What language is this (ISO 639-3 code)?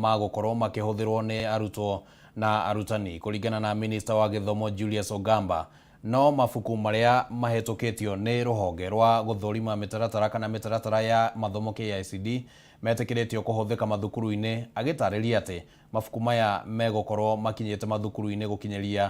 kik